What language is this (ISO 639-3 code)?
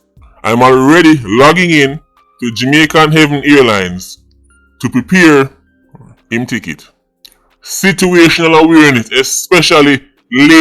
jam